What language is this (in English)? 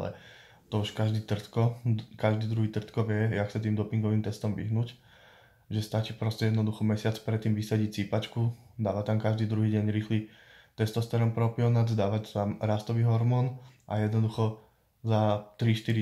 Slovak